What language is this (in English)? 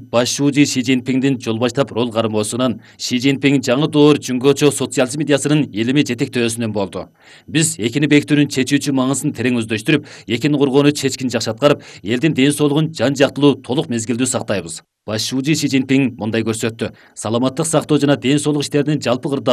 Kyrgyz